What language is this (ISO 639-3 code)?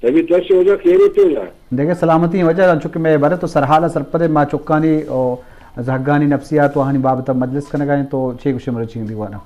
bgp